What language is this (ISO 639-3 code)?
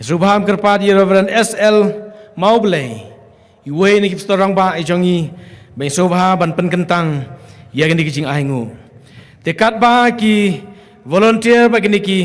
kha